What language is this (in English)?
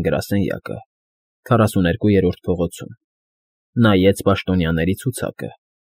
Armenian